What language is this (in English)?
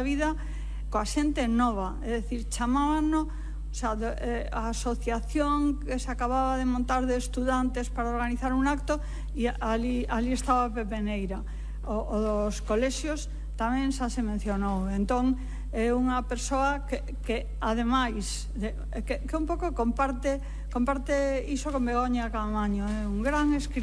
Galician